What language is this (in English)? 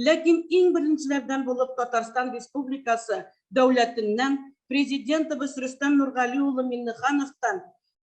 Tatar